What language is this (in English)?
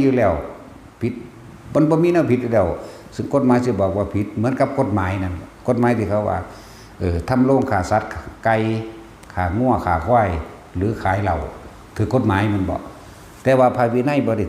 Northeastern Thai